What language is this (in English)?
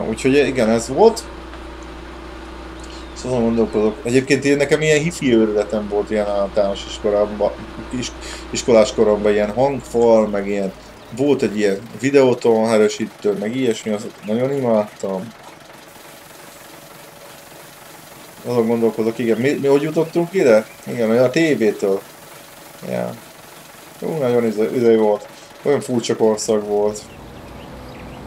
Hungarian